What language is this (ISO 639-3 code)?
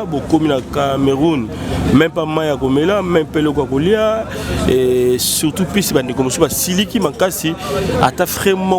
lin